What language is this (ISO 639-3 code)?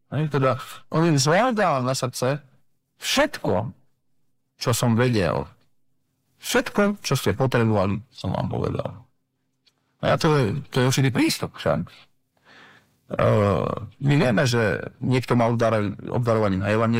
slk